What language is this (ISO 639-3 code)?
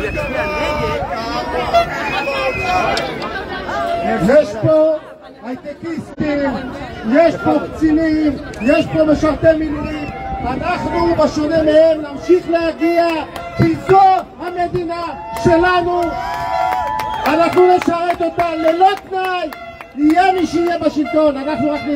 heb